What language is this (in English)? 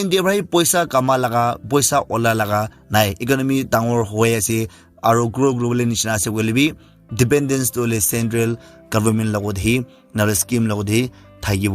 Naga Pidgin